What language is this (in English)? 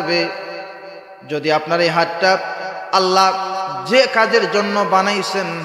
Sylheti